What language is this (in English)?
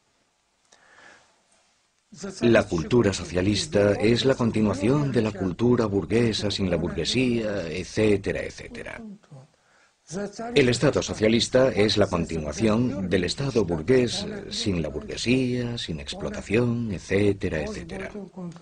Spanish